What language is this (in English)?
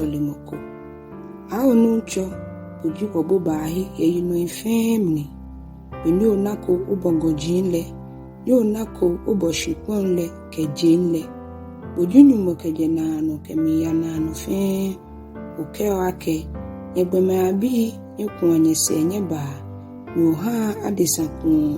Ga